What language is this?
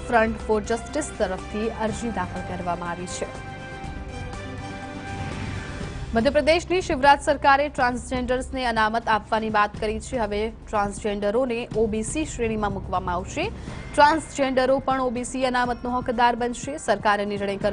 Gujarati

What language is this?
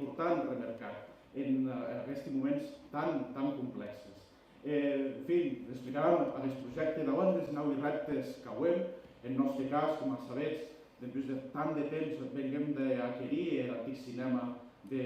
Occitan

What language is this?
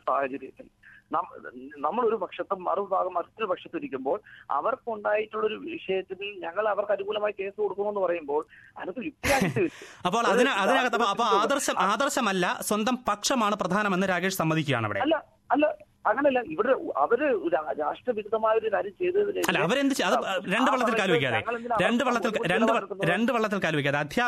Malayalam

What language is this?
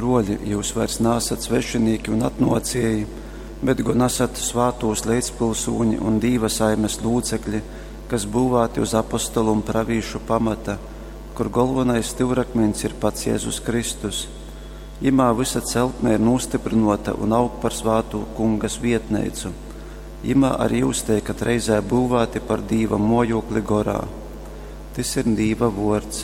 Latgalian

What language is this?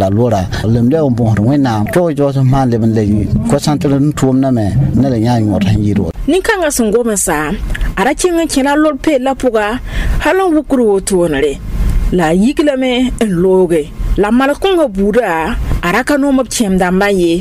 Mossi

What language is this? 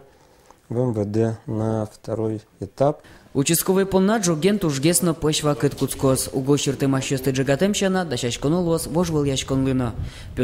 Udmurt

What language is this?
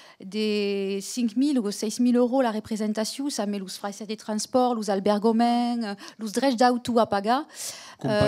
Occitan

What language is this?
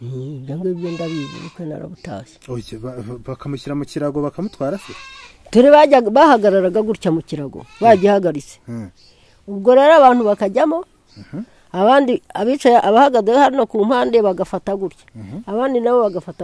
Kinyarwanda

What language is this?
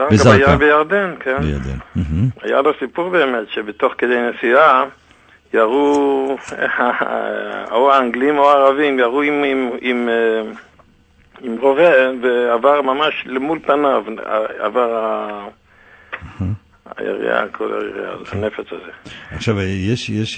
Hebrew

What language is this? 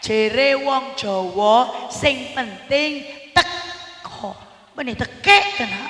Madurese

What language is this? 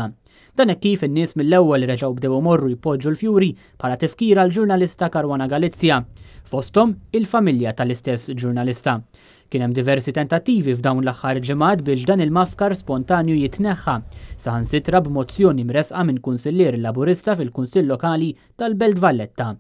Maltese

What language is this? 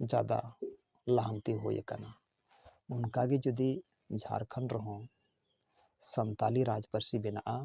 Santali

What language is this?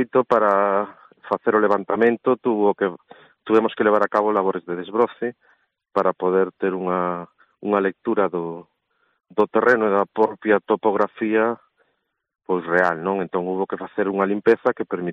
Galician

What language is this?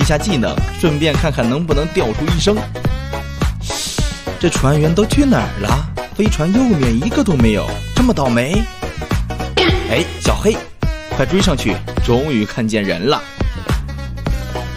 Chinese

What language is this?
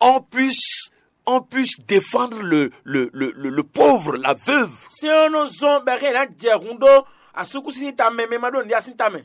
Fon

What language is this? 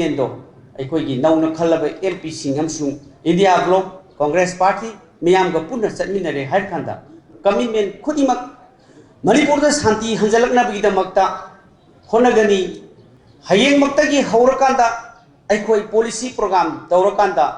Manipuri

